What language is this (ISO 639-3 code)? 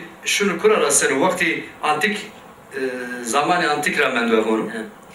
zza